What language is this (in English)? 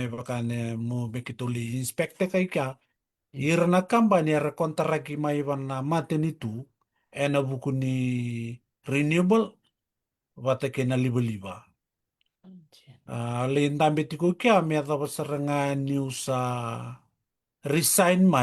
Fijian